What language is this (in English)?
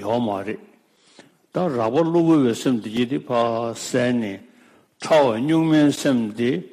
Tibetan